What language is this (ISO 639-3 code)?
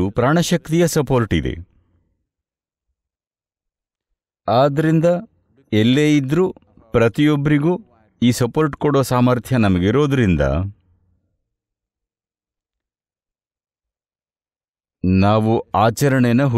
kan